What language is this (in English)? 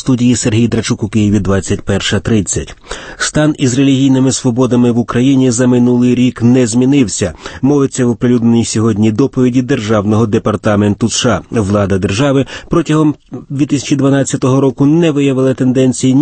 Ukrainian